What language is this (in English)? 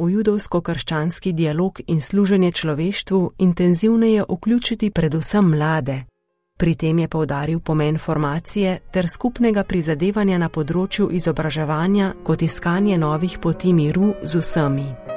Slovenian